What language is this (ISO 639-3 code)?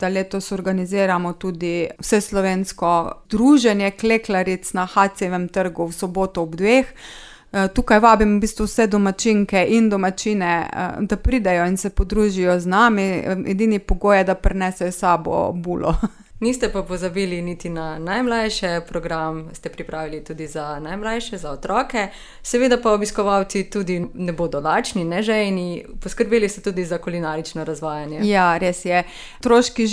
slv